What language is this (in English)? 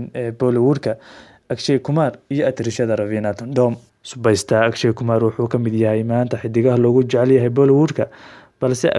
Somali